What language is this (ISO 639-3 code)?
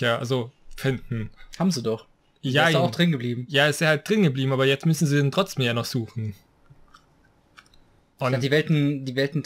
deu